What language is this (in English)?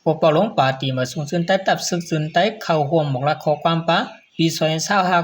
Shan